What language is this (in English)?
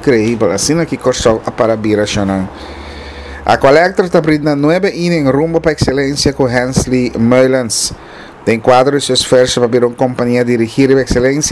Papiamento